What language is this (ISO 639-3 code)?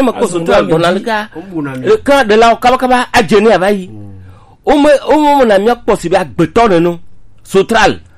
gej